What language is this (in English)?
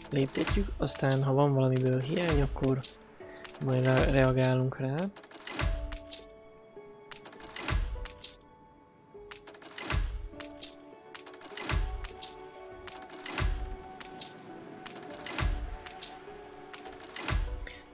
Hungarian